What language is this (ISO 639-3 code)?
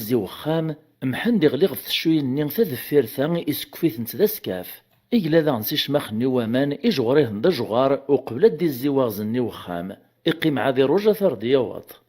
kab